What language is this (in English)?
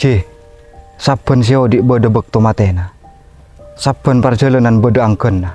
Madurese